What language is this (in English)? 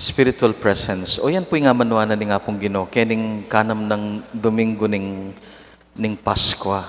Pampanga